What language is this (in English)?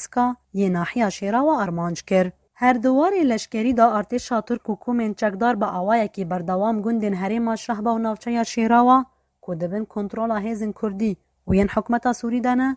Kurdish